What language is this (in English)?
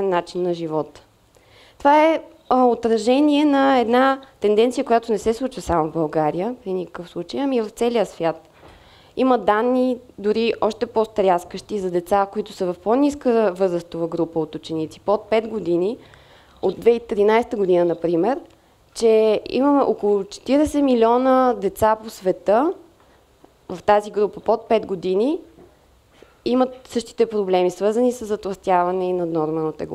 Bulgarian